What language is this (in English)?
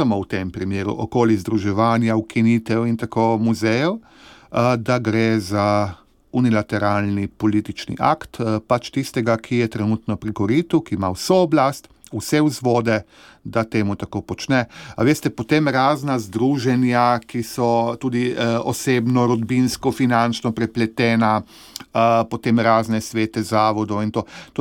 Slovenian